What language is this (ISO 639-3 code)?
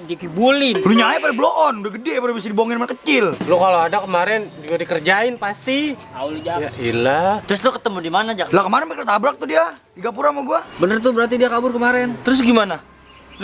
bew